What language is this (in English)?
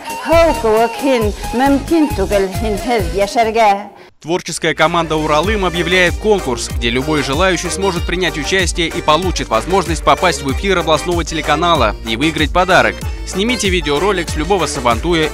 Bashkir